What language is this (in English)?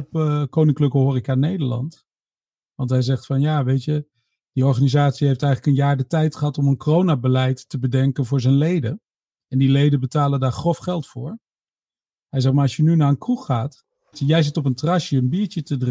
Dutch